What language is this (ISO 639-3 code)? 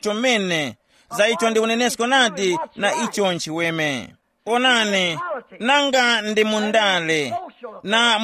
tum